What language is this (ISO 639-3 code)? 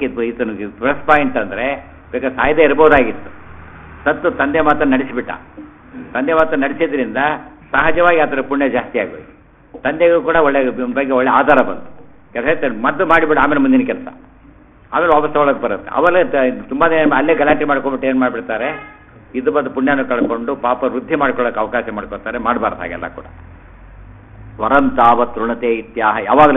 kan